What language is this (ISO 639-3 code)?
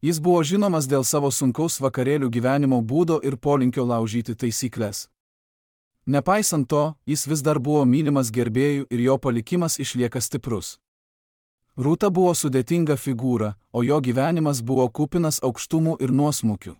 lit